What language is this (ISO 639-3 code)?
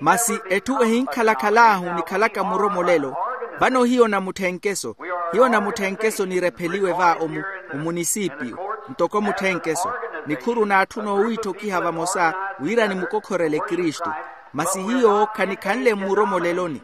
vmw